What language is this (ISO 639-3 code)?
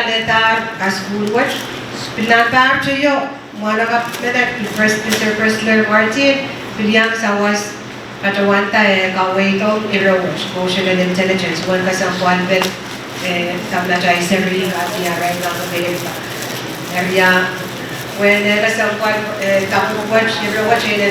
pon